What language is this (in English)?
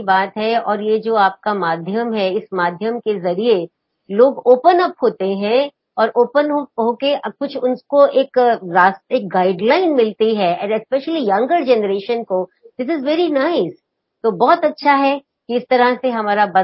Hindi